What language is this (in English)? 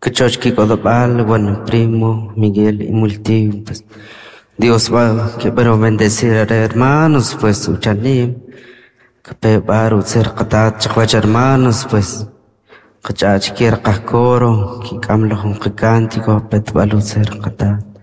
Kʼicheʼ